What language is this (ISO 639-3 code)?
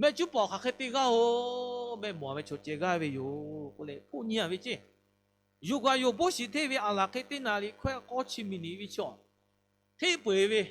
lhu